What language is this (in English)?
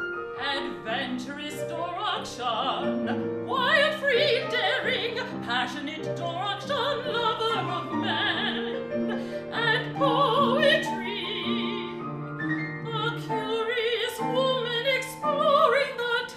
English